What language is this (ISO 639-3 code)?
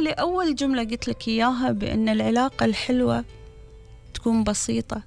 afb